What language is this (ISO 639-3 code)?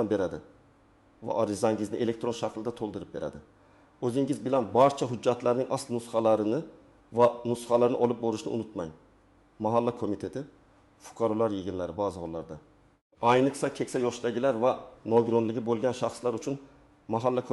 uzb